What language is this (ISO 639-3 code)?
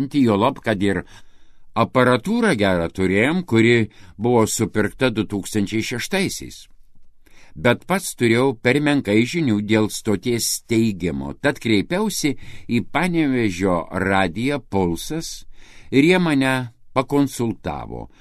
lit